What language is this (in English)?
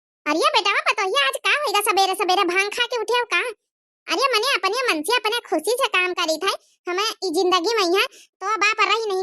Awadhi